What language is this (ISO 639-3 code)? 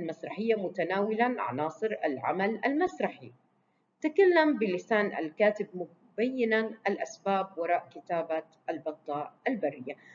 ara